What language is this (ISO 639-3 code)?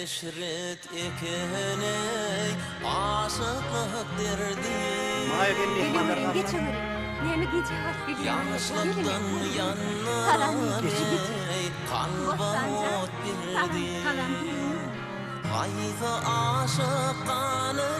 tuk